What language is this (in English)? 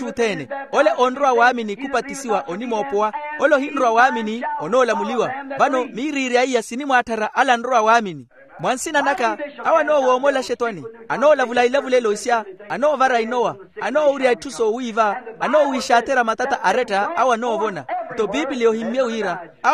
Makhuwa